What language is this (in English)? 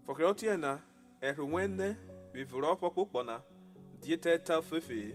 Urhobo